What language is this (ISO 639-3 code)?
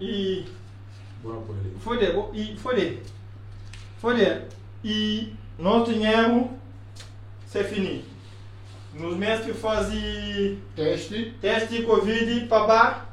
kea